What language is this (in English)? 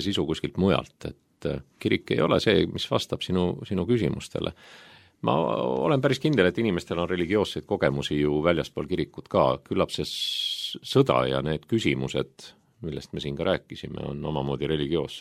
Estonian